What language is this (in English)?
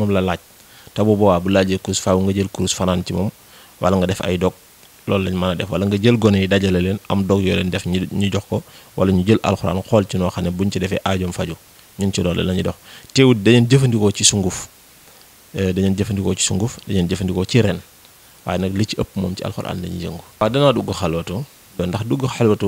Wolof